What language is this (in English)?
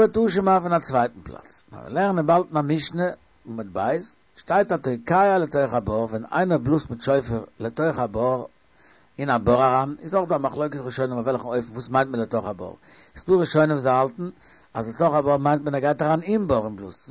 Yiddish